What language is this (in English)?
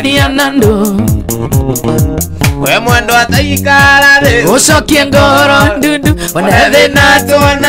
Kikuyu